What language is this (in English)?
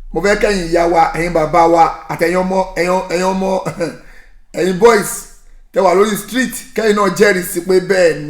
Yoruba